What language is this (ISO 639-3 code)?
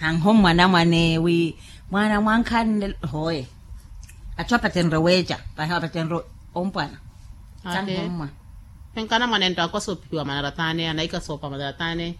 vmw